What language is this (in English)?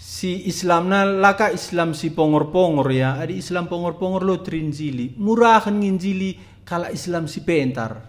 Batak Karo